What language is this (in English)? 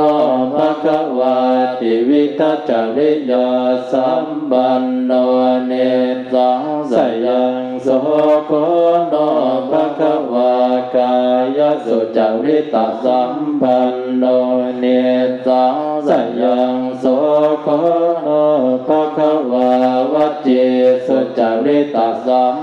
Pali